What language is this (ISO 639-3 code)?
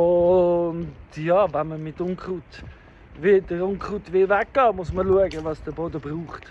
gsw